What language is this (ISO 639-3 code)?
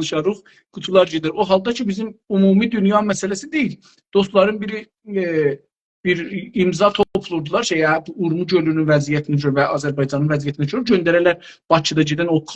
azb